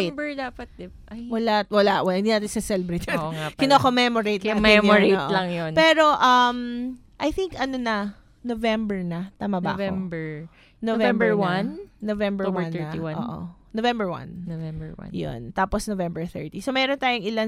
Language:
Filipino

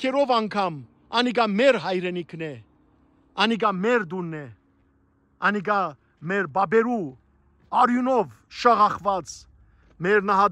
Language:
Western Armenian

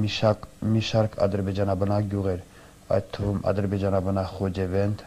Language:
Armenian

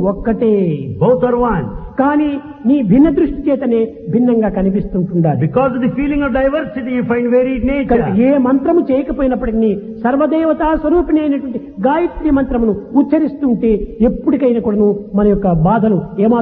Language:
Telugu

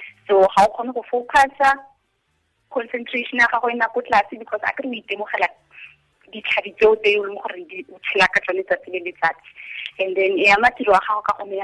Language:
Tswana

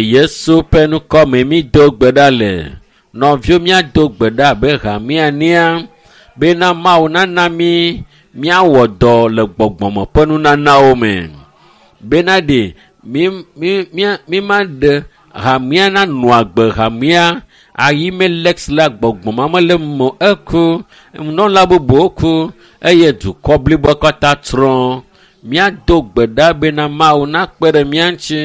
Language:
Ewe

